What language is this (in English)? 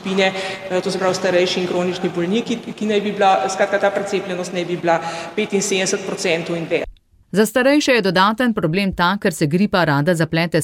Slovenian